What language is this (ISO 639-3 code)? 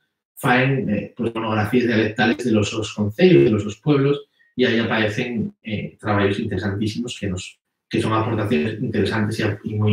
ast